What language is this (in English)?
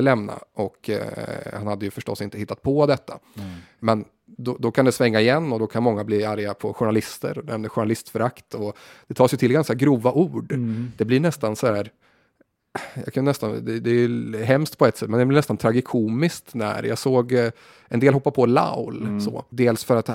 Swedish